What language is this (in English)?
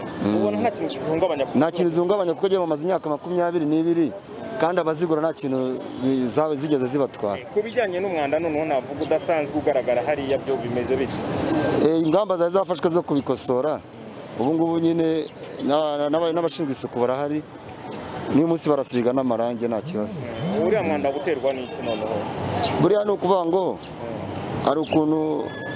Kinyarwanda